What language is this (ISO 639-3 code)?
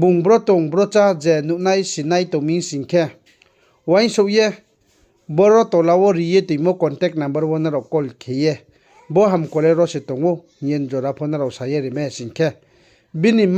ria